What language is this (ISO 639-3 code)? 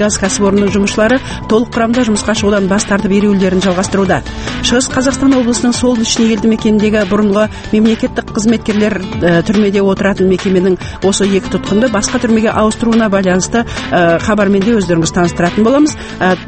kaz